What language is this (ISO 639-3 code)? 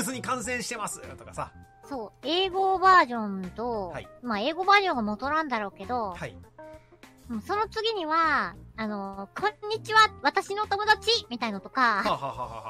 jpn